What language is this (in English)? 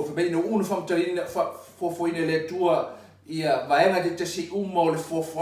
Samoan